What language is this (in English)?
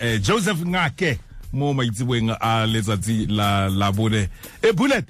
Tswana